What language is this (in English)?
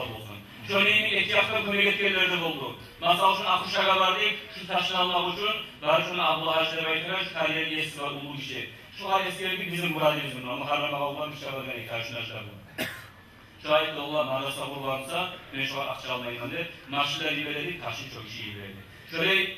Kumyk